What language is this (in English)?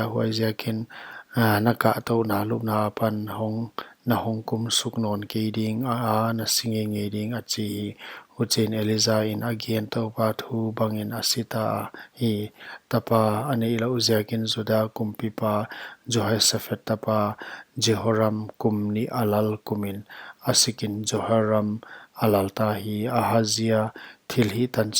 Paite Chin